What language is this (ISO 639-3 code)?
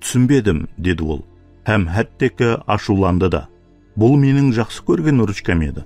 kaa